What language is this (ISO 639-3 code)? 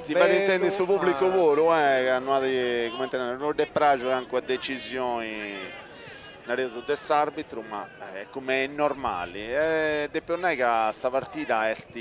srd